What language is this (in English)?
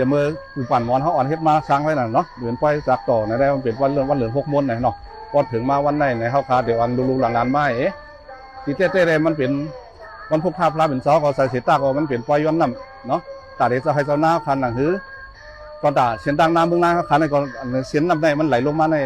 Shan